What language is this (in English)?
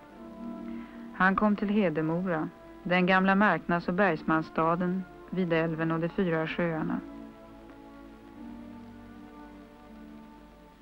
Swedish